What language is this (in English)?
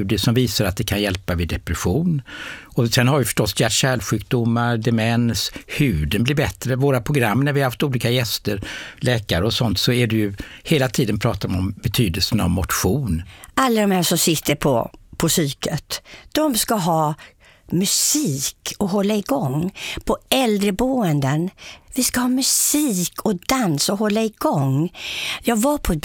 Swedish